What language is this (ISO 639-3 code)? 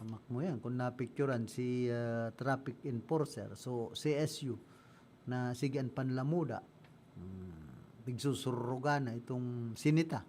bik